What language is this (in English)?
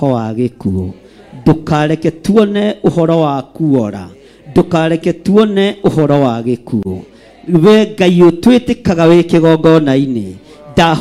Kikuyu